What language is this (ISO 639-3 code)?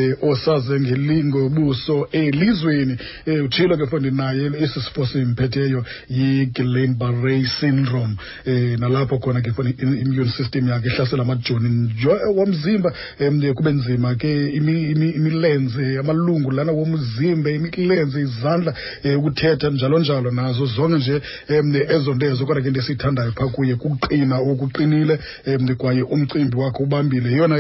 xho